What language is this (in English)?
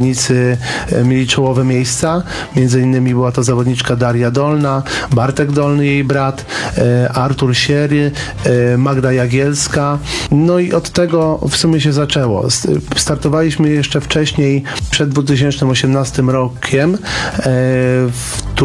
Polish